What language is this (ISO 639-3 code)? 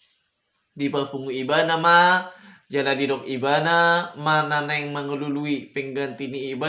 bbc